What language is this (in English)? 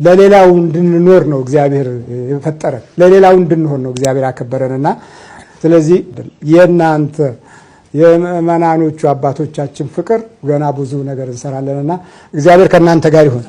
Amharic